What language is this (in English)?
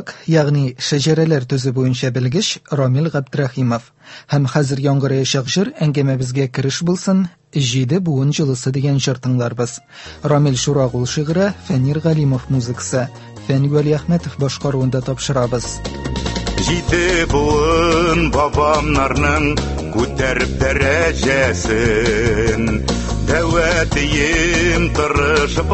Tatar